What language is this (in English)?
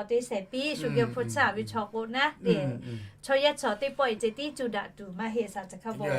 Lahu